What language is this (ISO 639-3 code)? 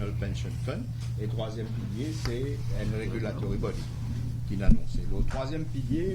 mfe